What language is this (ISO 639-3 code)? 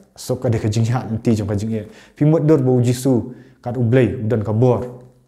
kha